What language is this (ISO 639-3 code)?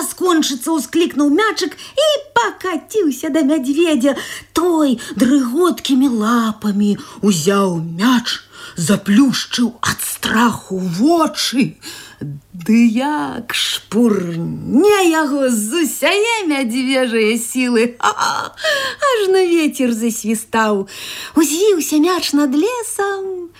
bel